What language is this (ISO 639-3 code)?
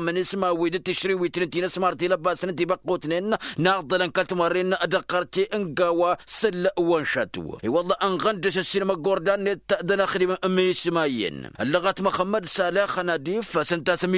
taq